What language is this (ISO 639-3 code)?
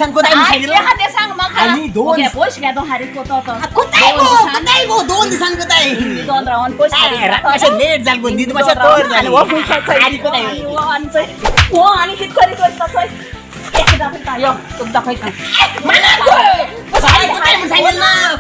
kok